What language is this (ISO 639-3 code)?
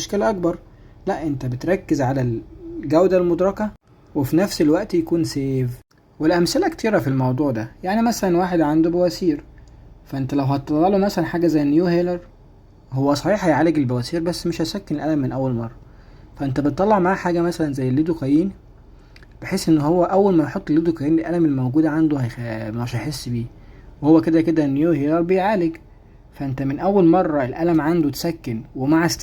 arz